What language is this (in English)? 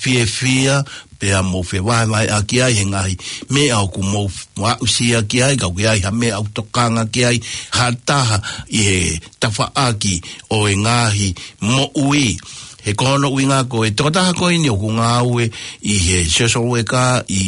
Tongan